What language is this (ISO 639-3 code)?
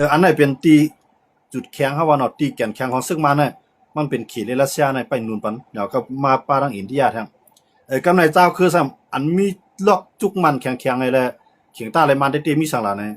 shn